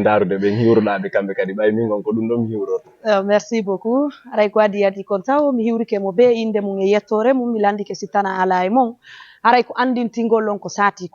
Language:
Fula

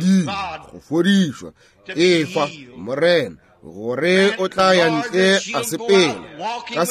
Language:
Northern Sotho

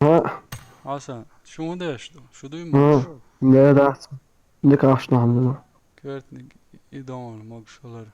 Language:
Chechen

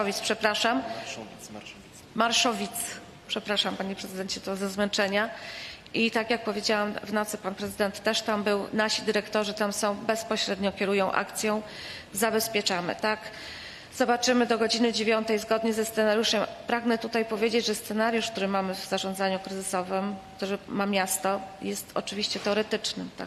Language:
Polish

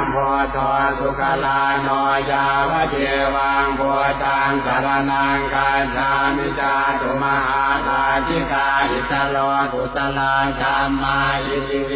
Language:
Pali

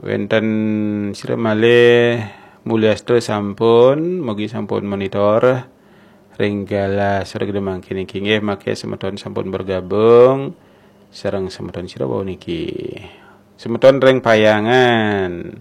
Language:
Balinese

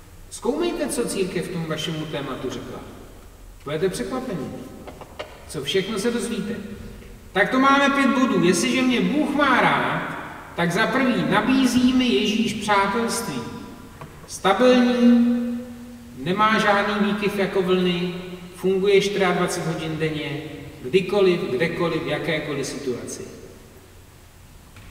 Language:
Czech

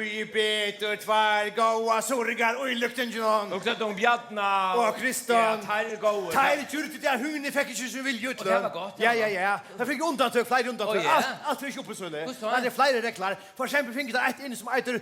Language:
Faroese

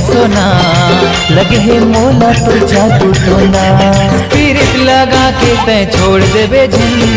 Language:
Chhattisgarhi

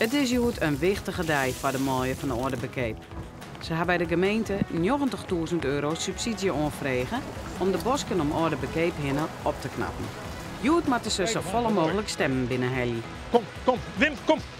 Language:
Western Frisian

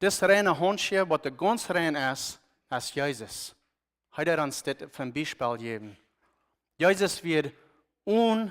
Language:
Plautdietsch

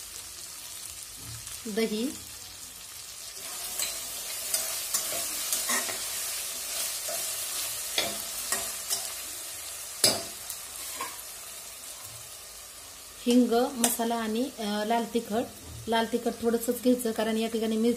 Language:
Marathi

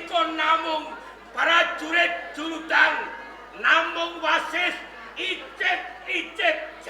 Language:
Javanese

